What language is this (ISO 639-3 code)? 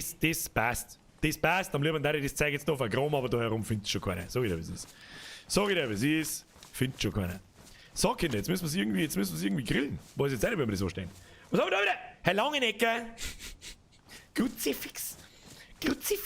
bar